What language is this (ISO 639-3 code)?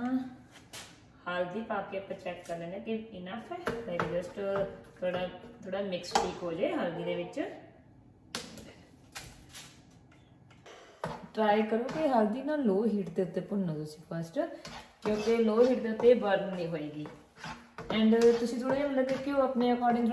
pan